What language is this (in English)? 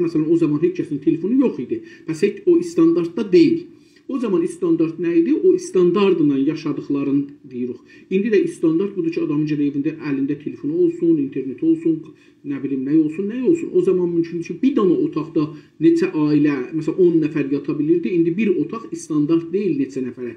South Azerbaijani